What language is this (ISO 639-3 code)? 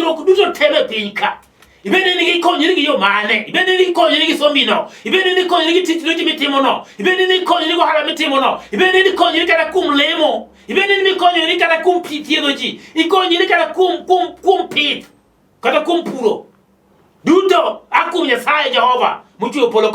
luo